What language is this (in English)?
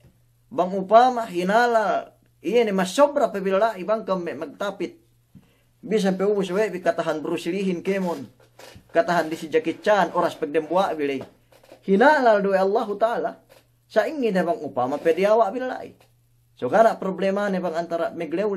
Yakan